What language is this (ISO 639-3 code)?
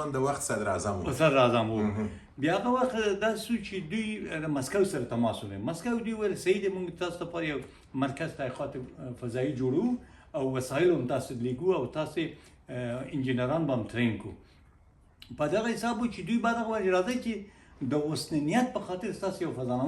pus